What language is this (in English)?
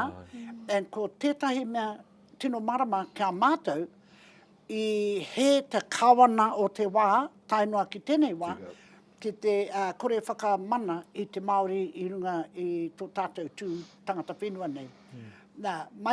Māori